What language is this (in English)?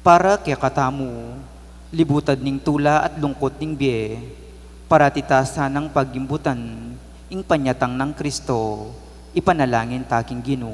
Pampanga